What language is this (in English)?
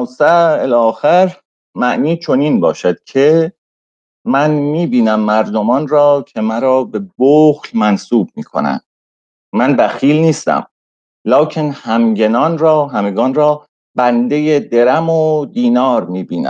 Persian